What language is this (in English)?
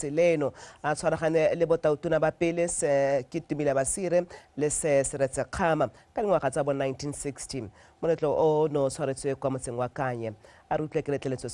Tswana